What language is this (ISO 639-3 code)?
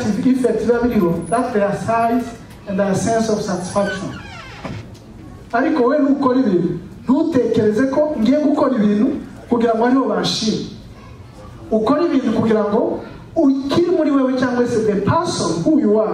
kin